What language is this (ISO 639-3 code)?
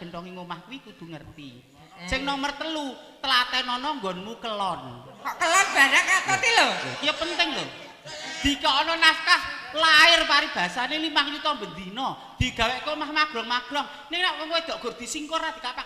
jav